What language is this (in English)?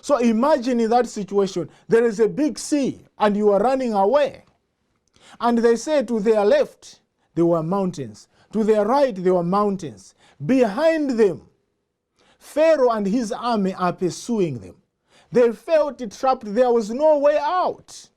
English